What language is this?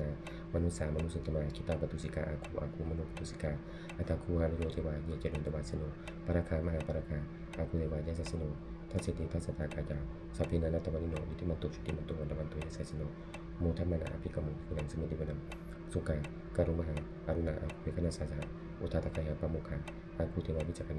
Pali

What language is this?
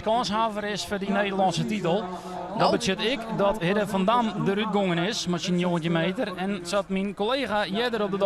Western Frisian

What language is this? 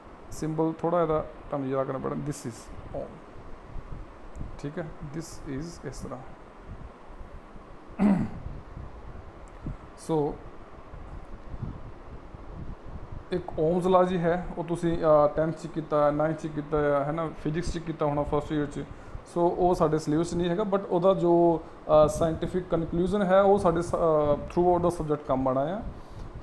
Punjabi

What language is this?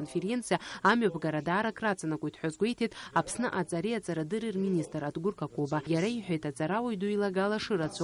Abkhazian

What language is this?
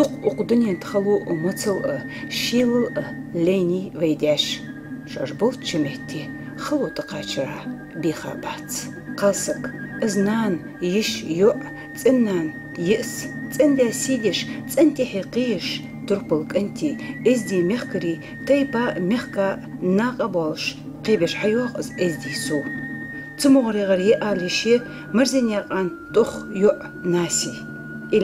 Ingush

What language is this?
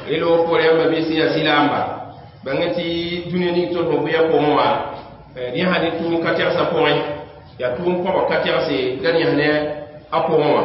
Mossi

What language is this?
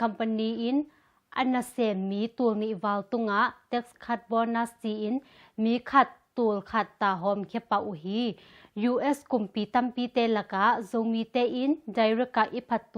Tedim Chin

